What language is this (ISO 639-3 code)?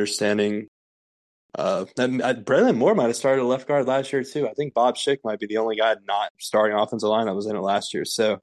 eng